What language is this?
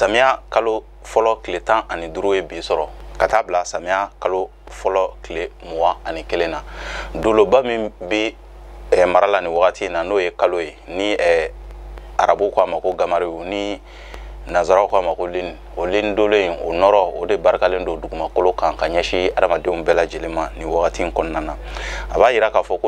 Bambara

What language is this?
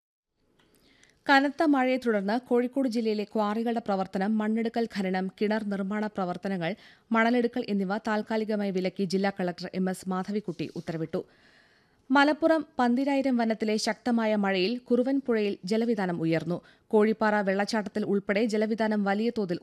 Malayalam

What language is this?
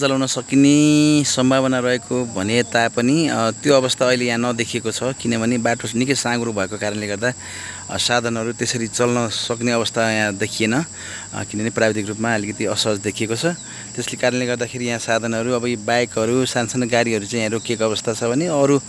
Nepali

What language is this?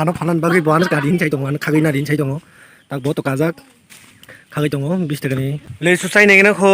Kok Borok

